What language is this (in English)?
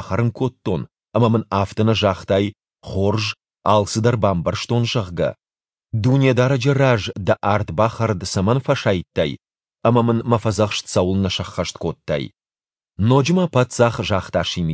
Ossetic